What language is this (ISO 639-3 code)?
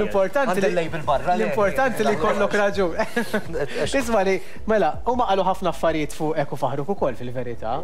mlt